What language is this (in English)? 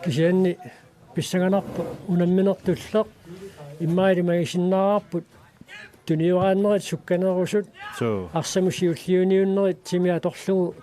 Kalaallisut